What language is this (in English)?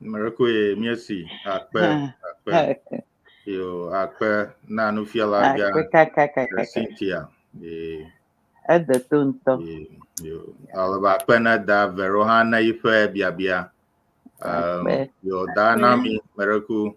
Ewe